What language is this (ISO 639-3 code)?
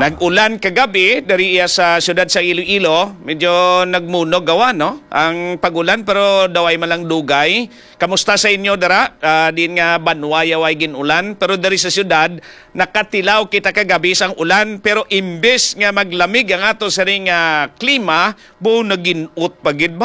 hil